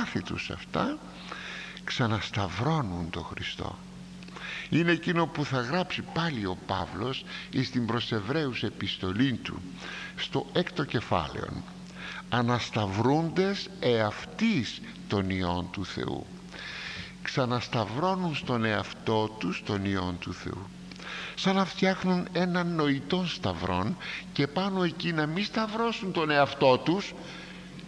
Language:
Greek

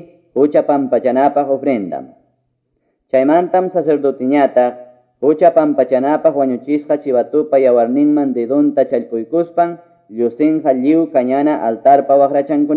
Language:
Quechua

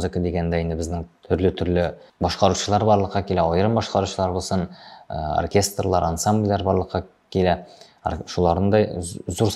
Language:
Tatar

